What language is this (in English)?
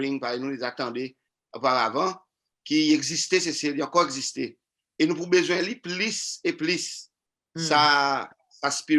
Seselwa Creole French